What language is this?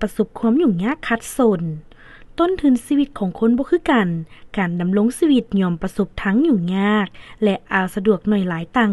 Lao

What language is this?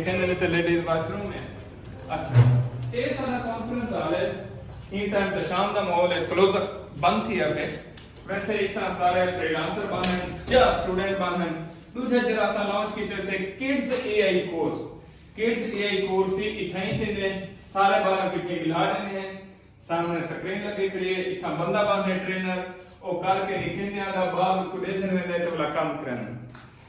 Saraiki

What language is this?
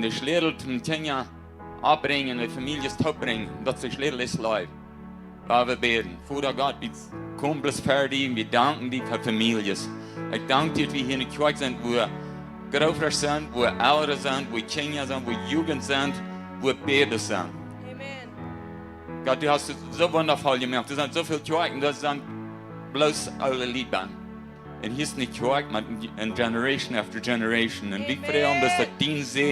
Plautdietsch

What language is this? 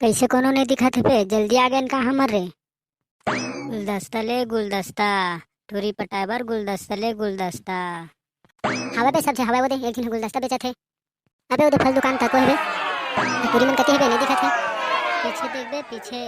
Chhattisgarhi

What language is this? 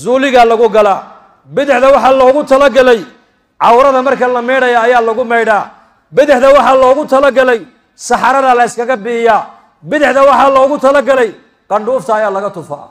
Somali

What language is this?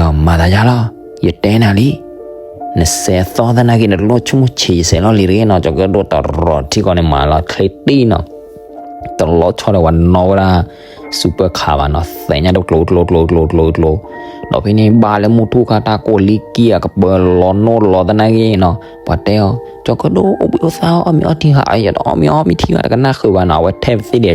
S'gaw Karen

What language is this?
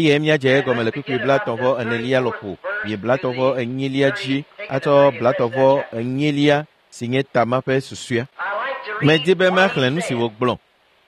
Ewe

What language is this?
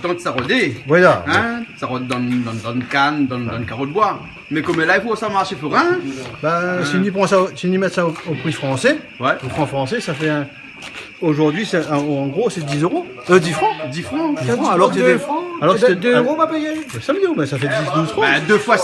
Réunion Creole French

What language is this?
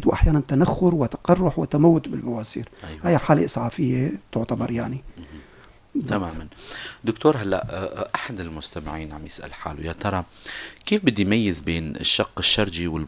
North Levantine Arabic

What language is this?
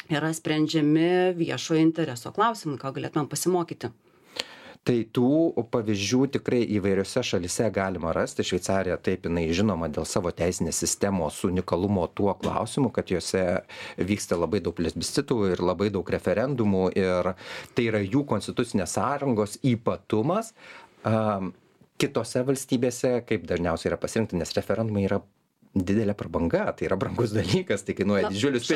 Lithuanian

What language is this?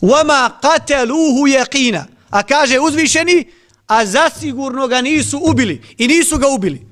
Bosnian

